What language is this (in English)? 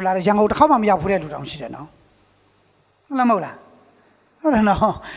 Burmese